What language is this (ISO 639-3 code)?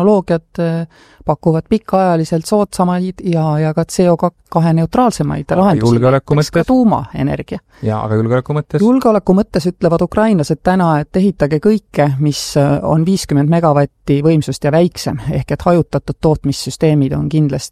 est